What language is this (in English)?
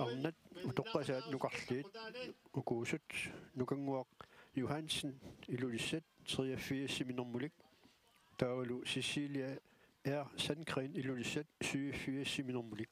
Kalaallisut